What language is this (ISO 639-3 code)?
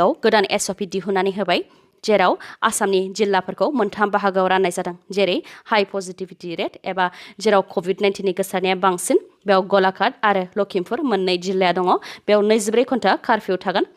brx